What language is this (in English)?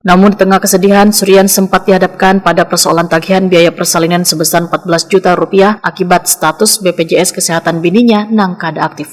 Banjar